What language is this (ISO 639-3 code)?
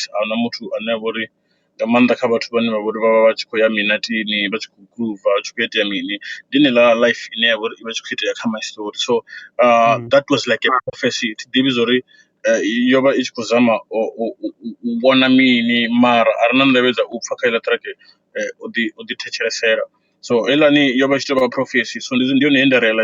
ven